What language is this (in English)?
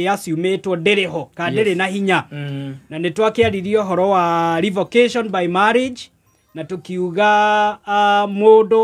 Kikuyu